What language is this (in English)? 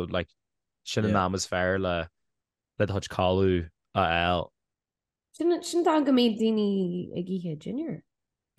Irish